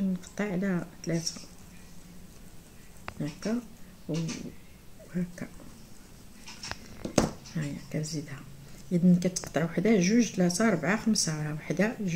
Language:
Moroccan Arabic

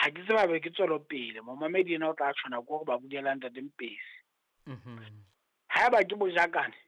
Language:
Southern Sotho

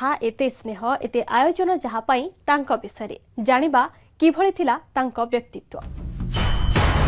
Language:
Odia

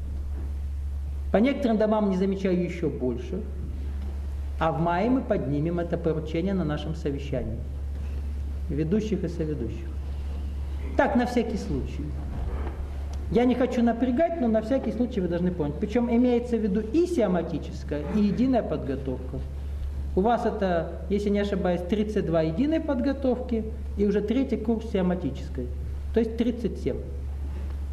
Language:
Russian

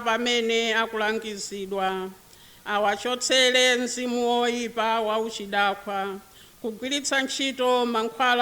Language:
Nyanja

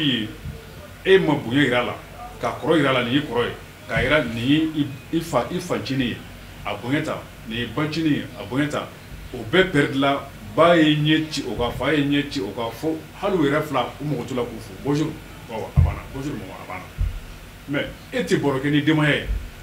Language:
Bambara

